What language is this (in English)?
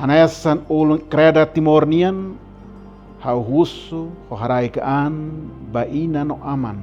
Tetum